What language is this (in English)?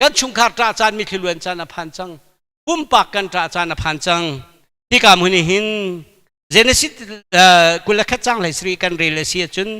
Hakha Chin